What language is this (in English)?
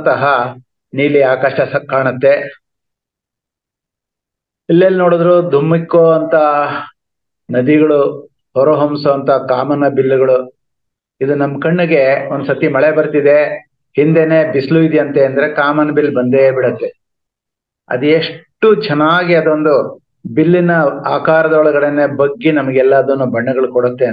Kannada